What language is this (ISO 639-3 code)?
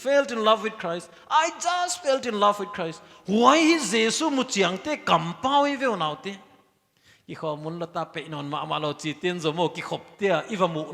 pck